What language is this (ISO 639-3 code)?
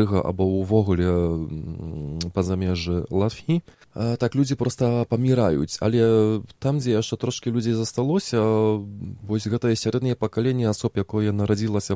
bel